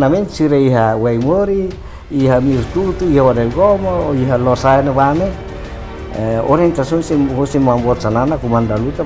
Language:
Tetum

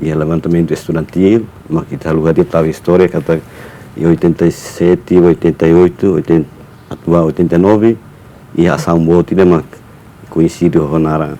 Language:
Tetum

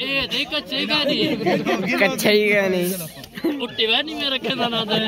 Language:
Saraiki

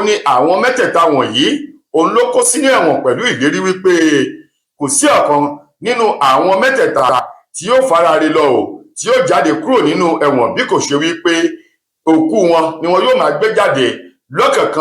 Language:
Yoruba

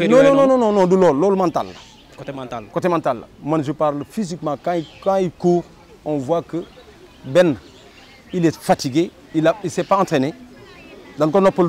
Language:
Wolof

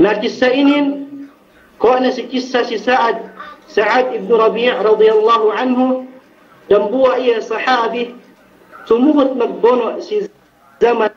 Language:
Yakan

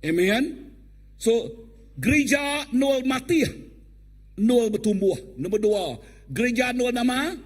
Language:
Iban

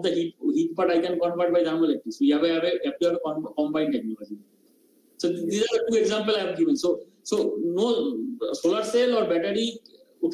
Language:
English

